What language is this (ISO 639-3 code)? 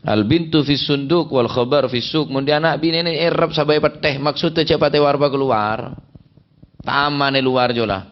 mad